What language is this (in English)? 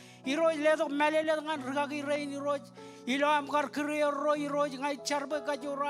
Marshallese